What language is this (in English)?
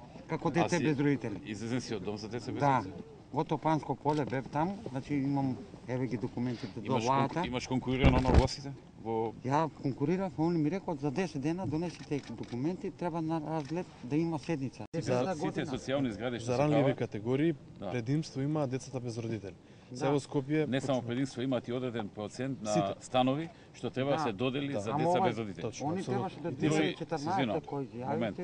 Macedonian